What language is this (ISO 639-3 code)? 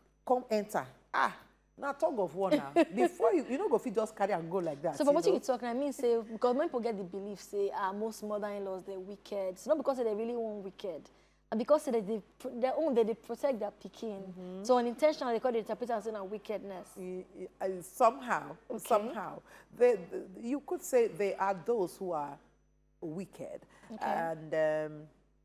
pcm